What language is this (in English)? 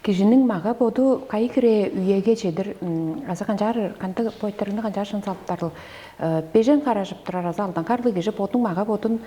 Tuvinian